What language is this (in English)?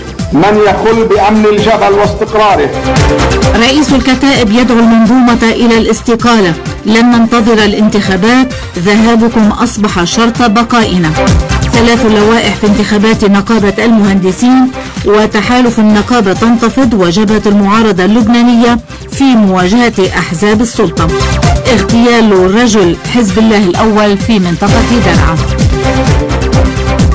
Arabic